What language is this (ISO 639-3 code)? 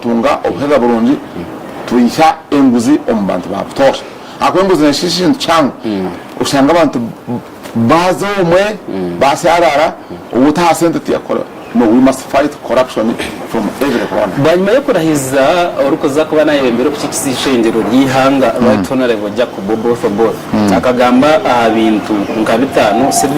nyn